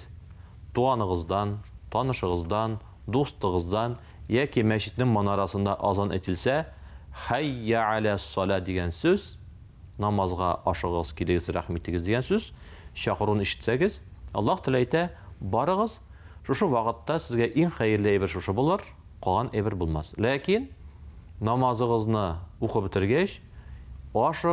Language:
Tatar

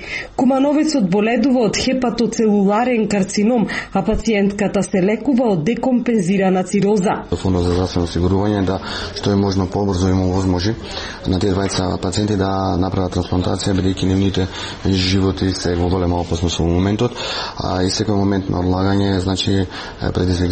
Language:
Macedonian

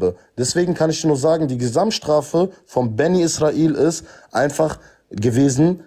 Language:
German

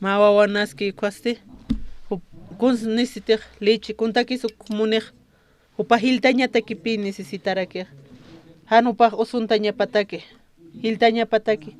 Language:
Aymara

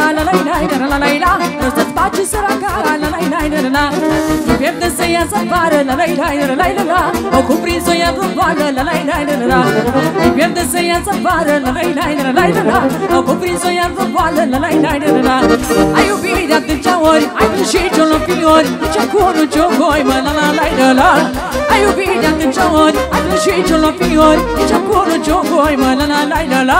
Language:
Romanian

